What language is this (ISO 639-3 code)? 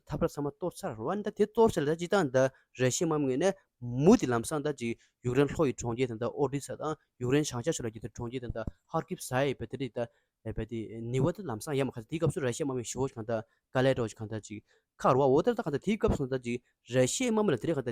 bod